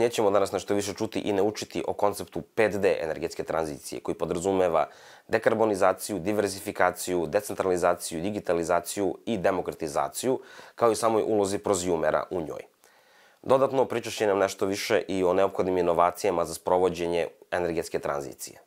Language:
Serbian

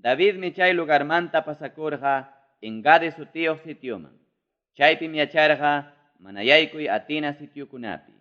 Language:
Ayacucho Quechua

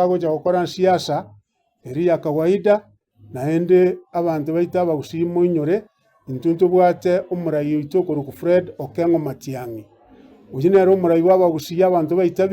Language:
Gusii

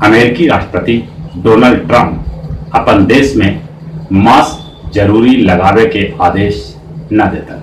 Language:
Magahi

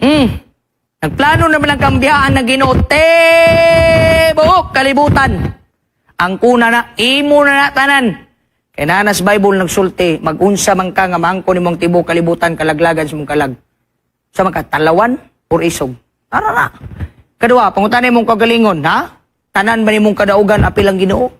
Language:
Cebuano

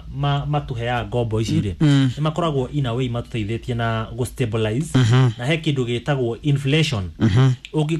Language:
Kikuyu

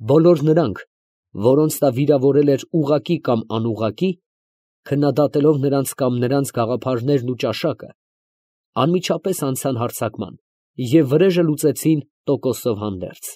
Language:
Armenian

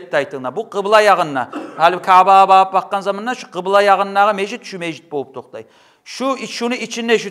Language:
Kumyk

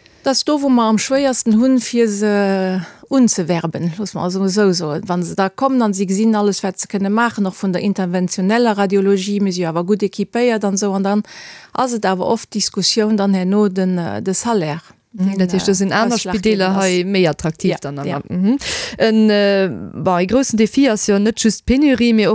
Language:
Luxembourgish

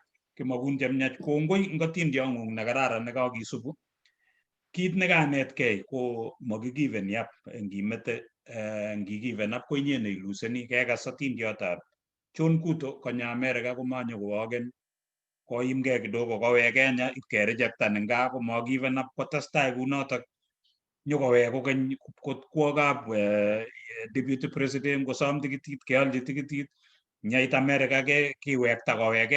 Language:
Kalenjin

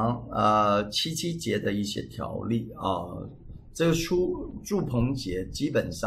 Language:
Chinese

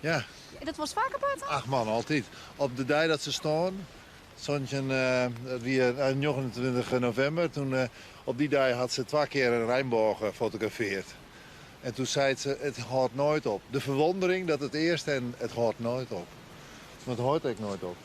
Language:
Western Frisian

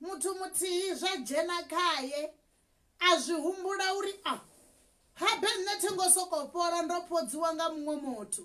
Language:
Venda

